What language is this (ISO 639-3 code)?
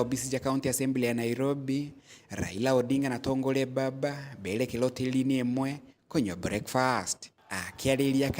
mer